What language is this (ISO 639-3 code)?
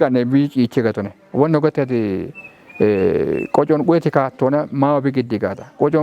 kbr